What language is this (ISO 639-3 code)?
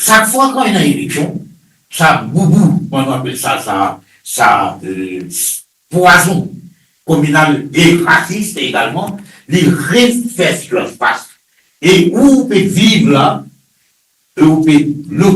mfe